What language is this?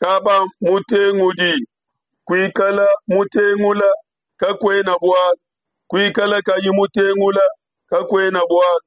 Luba-Lulua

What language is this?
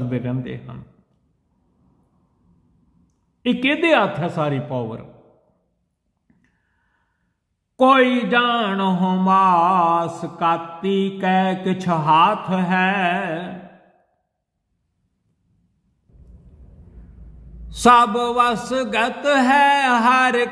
Punjabi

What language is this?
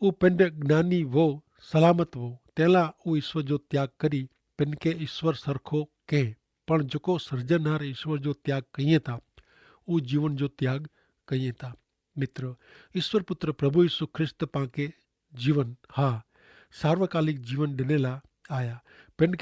Kachhi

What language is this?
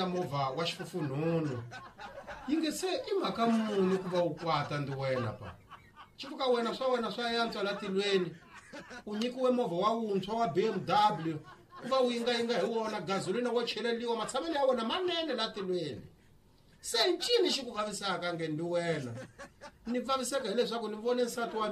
Tsonga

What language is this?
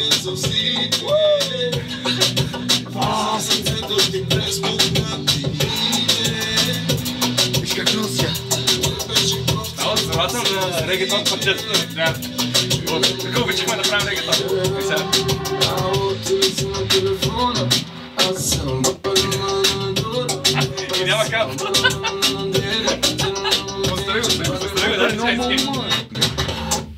Bulgarian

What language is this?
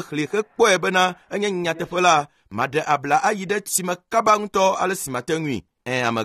Ewe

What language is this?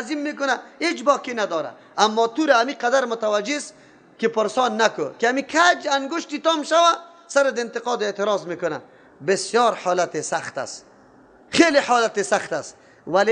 Persian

